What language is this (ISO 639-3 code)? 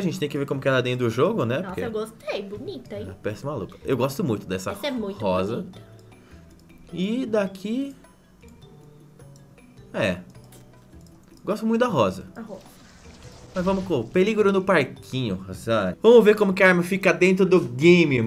por